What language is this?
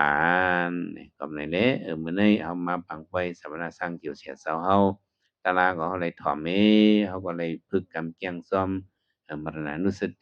Shan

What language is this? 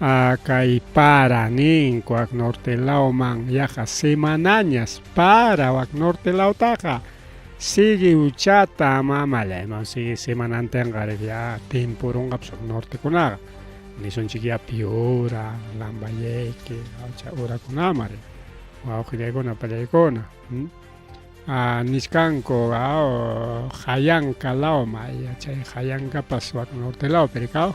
Ayacucho Quechua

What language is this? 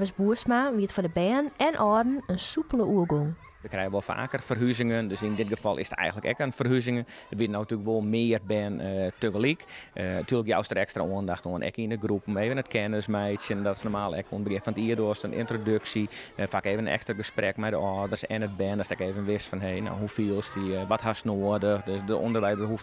Western Frisian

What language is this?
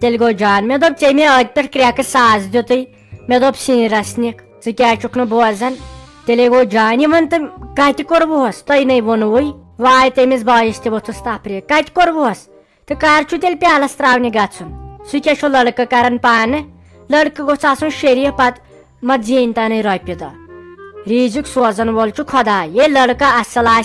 Kashmiri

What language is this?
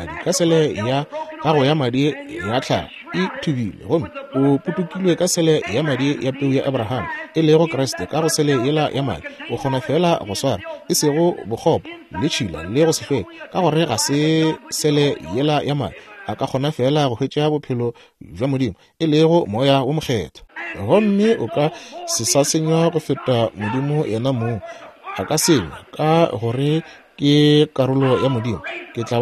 Northern Sotho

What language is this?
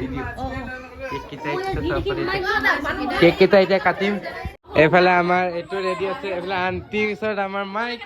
Assamese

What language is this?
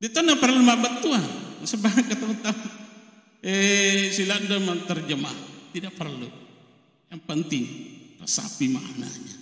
Buginese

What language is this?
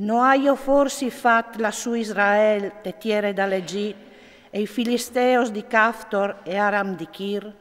Friulian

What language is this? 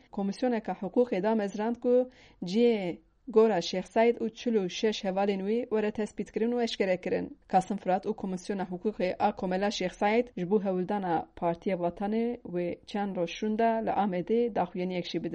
Kurdish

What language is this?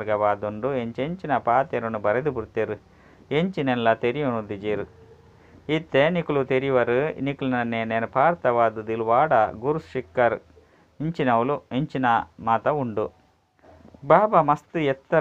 Tulu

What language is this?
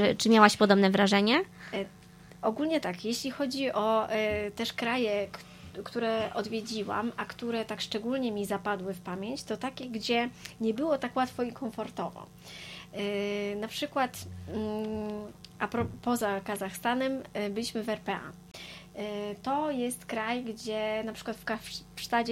Polish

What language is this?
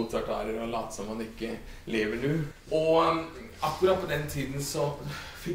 Norwegian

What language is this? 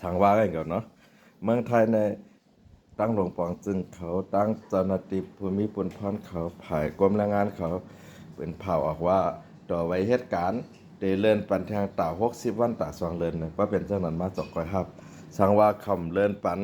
Shan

